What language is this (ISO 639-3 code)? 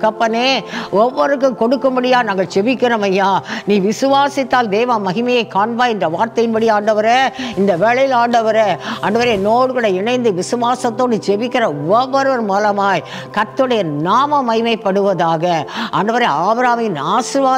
tam